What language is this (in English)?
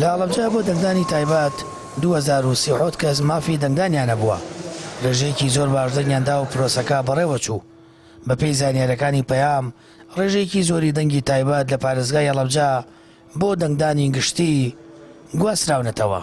Central Kurdish